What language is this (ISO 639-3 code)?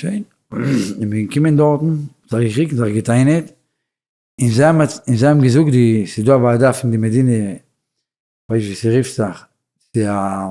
yid